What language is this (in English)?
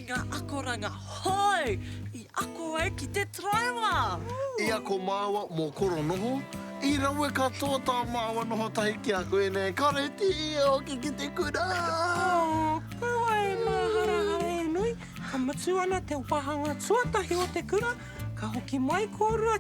Māori